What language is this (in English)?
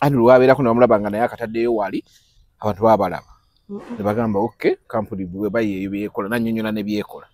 Ganda